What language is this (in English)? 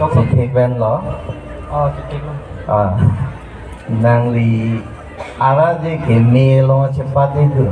Karbi